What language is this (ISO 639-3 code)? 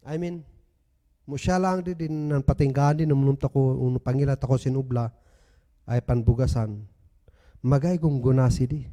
kne